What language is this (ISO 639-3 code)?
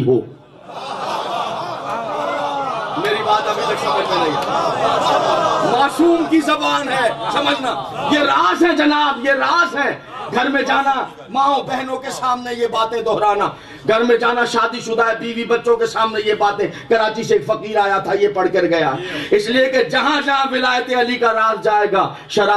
urd